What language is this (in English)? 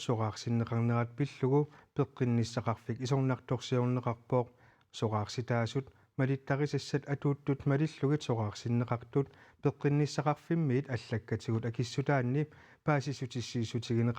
Kalaallisut